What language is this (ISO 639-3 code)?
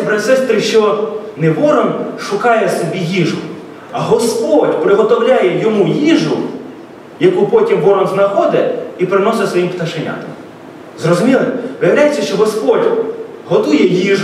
ukr